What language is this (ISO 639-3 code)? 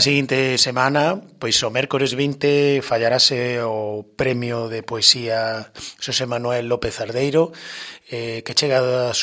glg